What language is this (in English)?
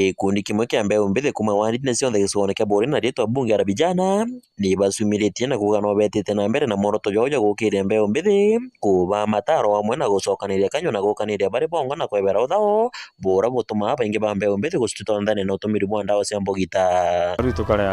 Meru